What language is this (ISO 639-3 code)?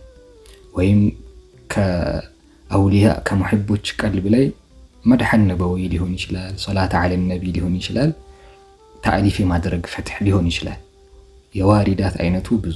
amh